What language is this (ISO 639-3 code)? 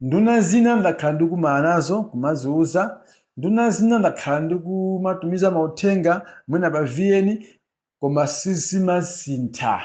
nya